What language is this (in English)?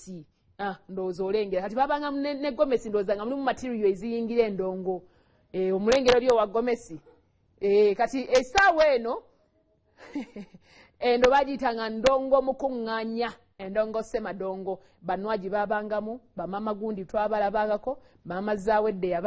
Ganda